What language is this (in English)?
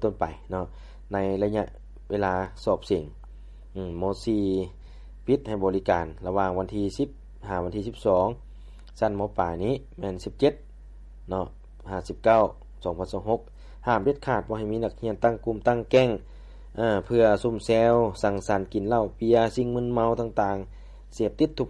Lao